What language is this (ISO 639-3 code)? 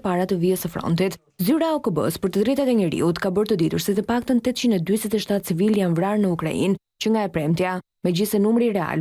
sqi